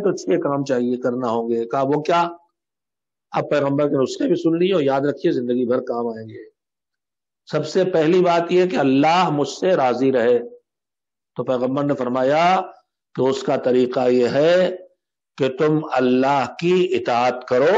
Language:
Urdu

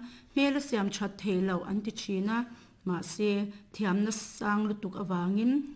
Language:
Mizo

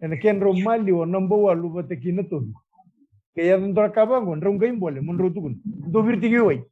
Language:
Fijian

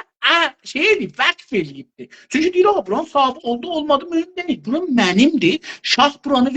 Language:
South Azerbaijani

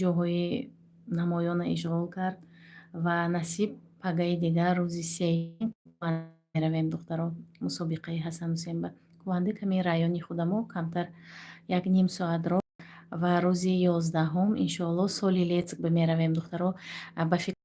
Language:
Tajik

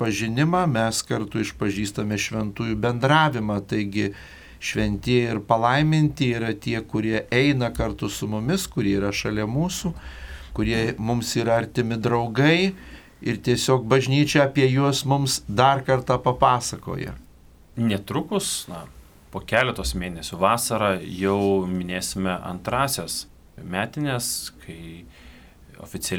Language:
Lithuanian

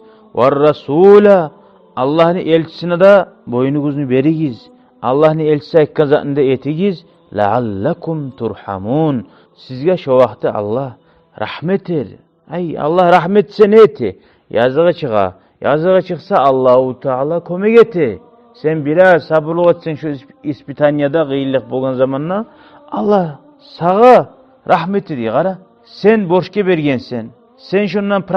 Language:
Kumyk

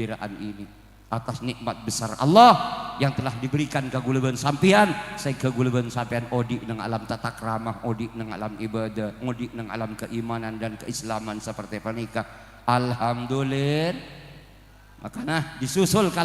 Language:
Madurese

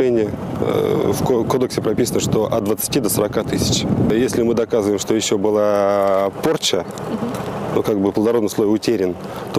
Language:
Russian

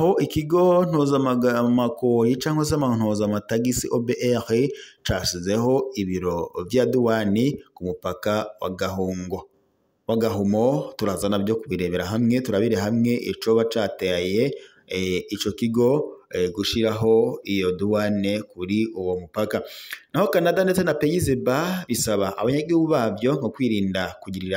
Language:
Rundi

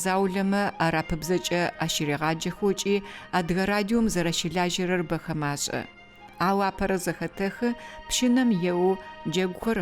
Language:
Adyghe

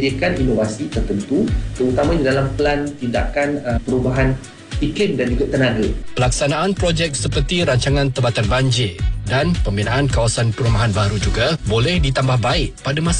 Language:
Malay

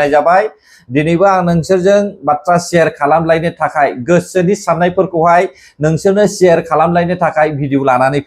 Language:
Bodo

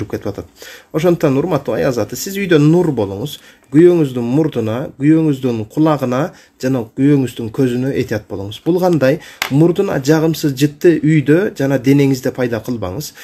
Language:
Kyrgyz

